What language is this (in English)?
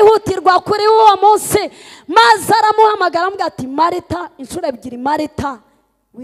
Kinyarwanda